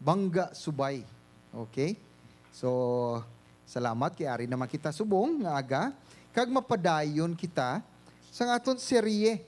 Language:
Hiligaynon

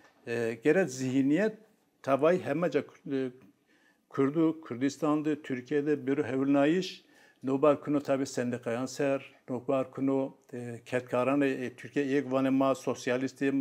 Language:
Zaza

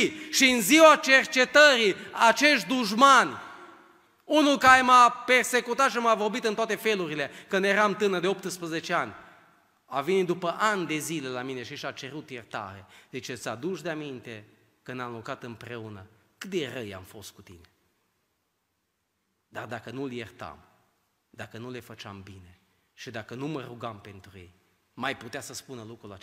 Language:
Romanian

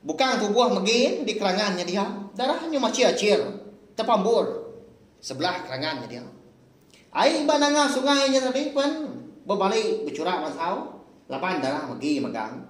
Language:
Iban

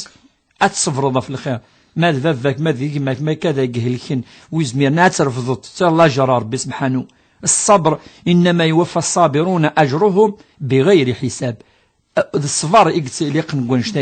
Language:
Kabyle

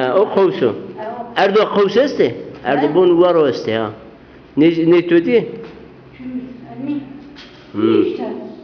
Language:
Zaza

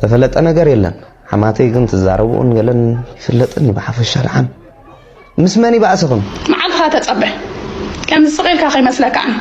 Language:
Tigrinya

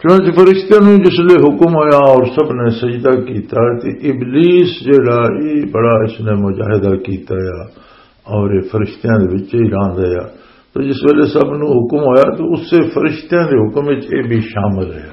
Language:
Western Panjabi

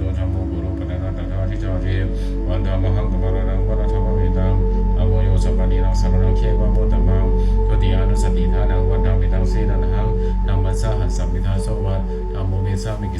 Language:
Pali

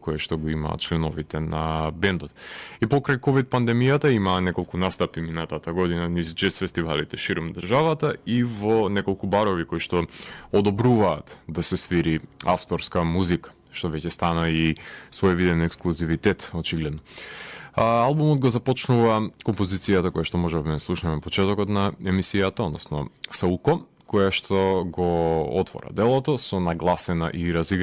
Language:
Macedonian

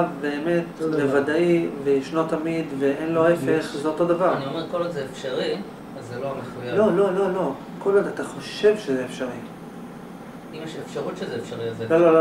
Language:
Hebrew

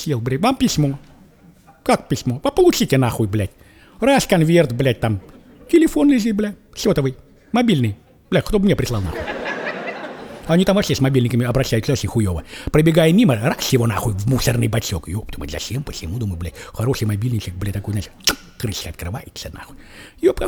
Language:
Russian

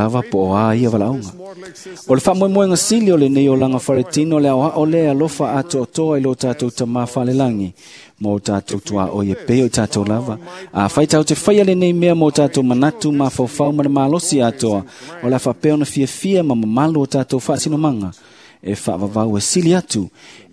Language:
Samoan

